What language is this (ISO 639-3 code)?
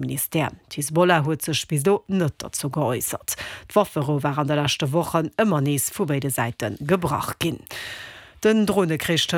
ltz